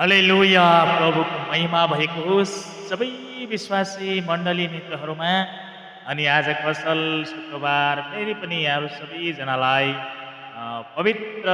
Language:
Nepali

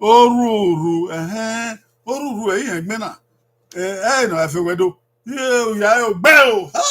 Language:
Bini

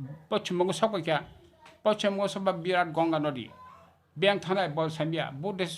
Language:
Kok Borok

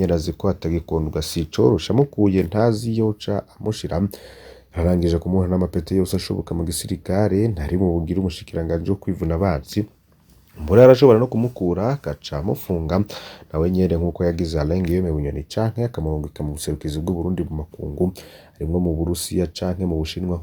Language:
Rundi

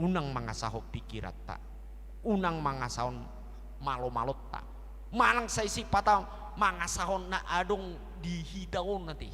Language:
Batak Toba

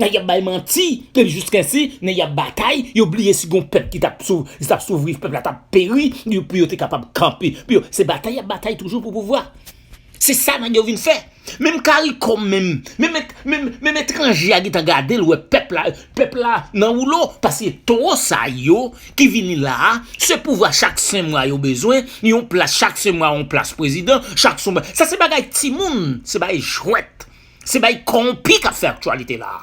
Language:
Haitian Creole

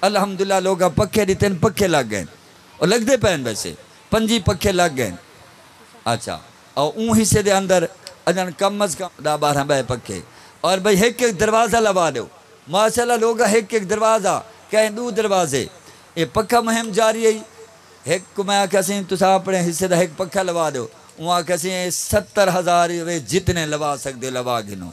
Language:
Saraiki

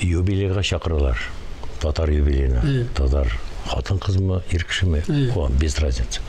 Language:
Tatar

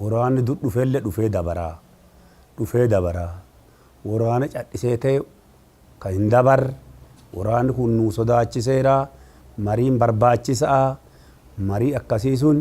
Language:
Oromo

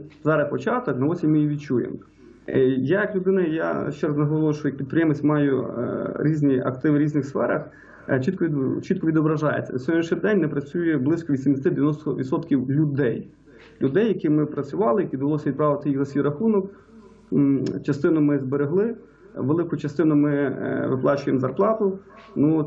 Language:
Ukrainian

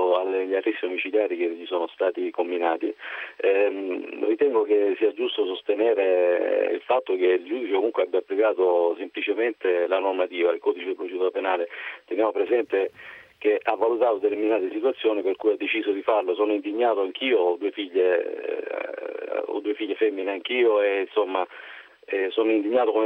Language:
Italian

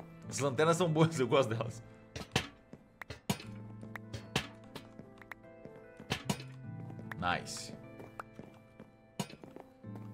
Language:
Portuguese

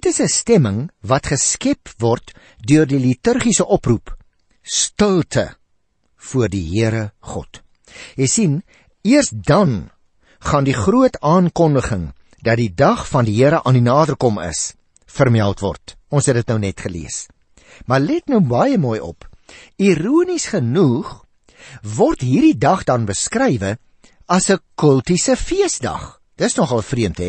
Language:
Afrikaans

